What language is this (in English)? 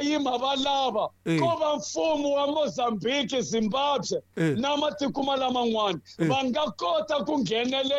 Tsonga